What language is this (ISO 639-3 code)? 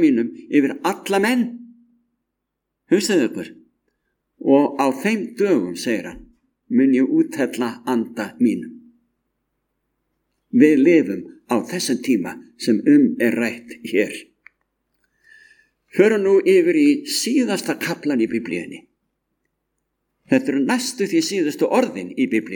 isl